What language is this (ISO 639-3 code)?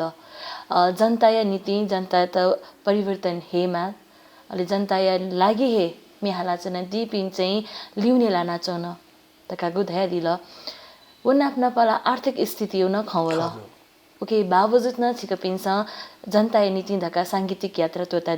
new